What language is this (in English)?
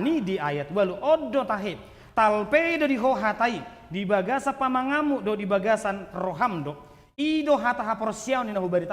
Batak Toba